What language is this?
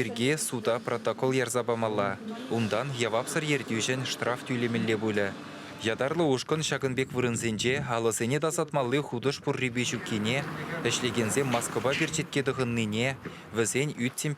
Chuvash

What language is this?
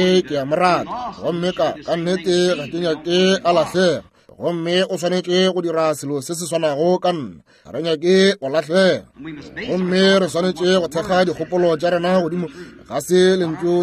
Northern Sotho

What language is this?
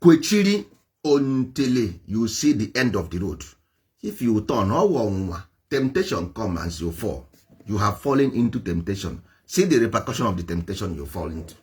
Igbo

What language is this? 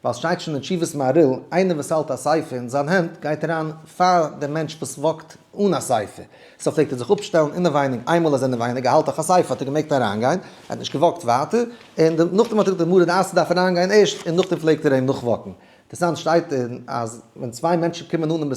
Yiddish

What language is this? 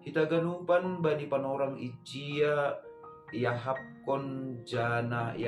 Batak Simalungun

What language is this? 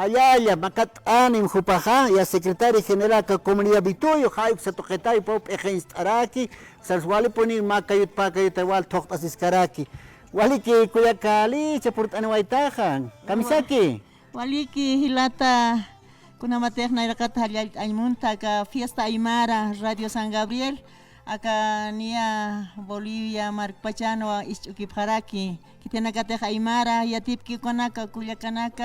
Aymara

